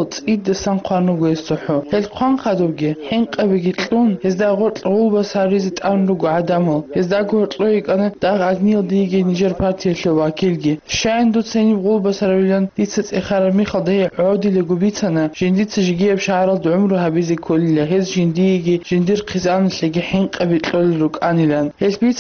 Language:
Avaric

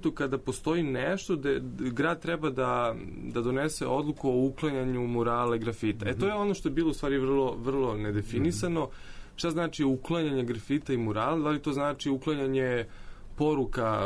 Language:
Serbian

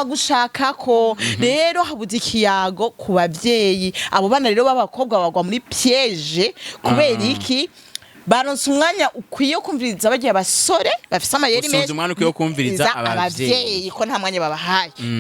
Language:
Rundi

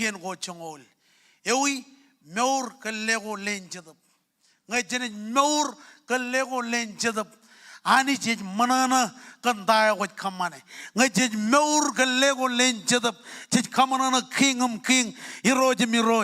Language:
Marshallese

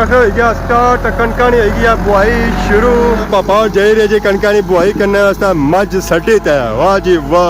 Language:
Pahari-Potwari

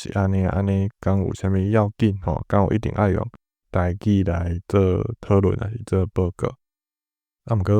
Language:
Min Nan Chinese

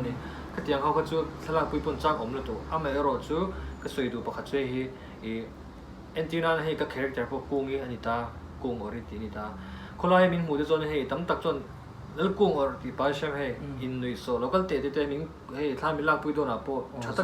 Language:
Mizo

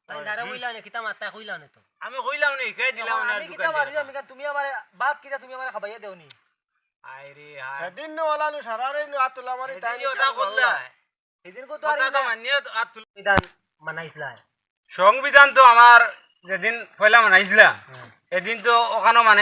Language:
Sylheti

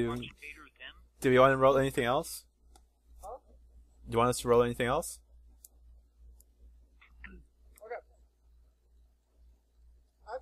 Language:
English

